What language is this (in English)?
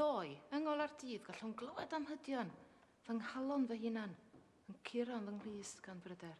Welsh